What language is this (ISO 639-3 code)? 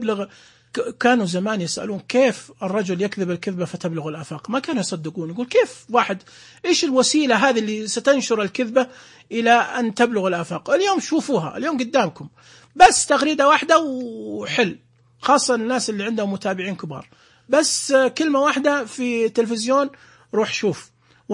ars